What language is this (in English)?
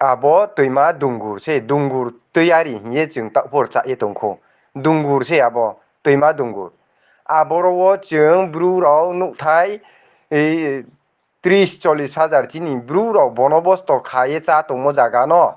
Riang (India)